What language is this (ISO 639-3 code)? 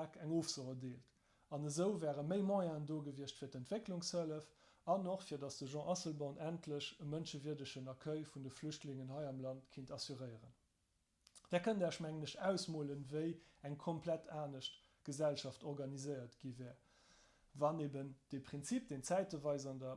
ltz